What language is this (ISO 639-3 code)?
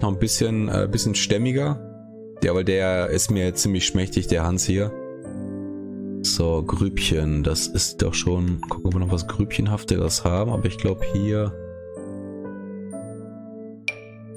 deu